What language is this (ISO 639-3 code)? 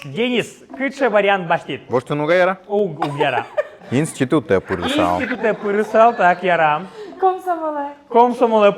udm